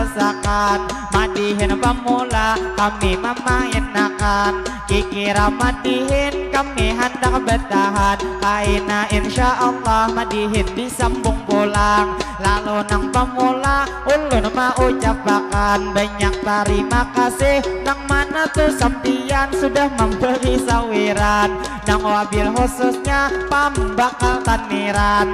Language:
Banjar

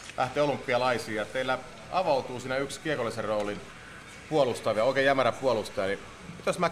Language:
Finnish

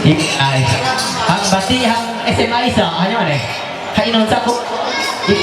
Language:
Ma'anyan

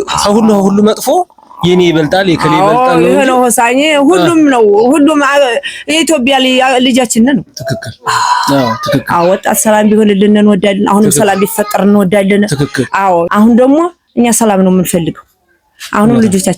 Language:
Amharic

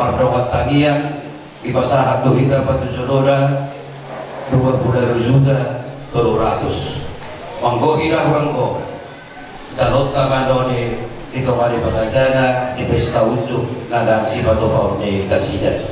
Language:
Batak Toba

